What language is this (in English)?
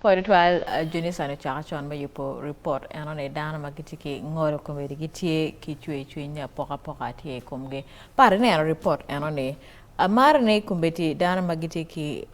Acoli